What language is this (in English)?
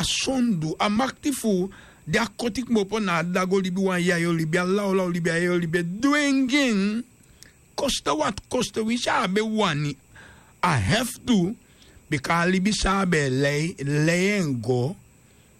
Sranan Tongo